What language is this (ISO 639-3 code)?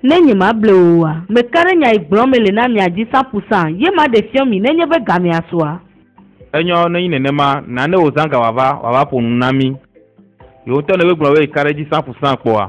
ewe